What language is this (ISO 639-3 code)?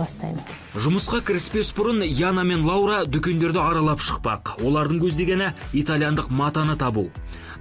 kaz